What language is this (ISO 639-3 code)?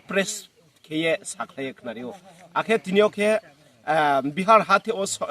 ria